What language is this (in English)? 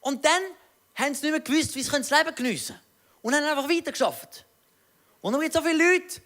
Swiss German